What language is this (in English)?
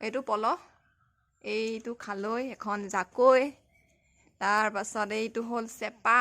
Assamese